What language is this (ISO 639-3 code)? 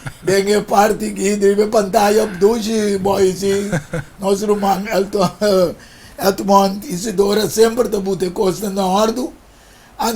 pap